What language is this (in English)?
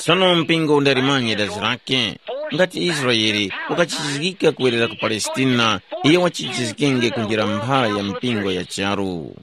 Tumbuka